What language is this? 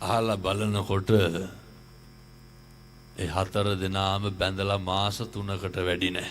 Sinhala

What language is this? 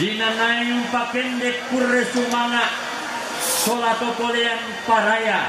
Toraja-Sa'dan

